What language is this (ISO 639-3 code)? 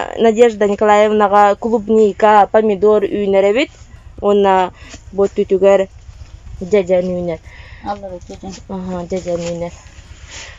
sah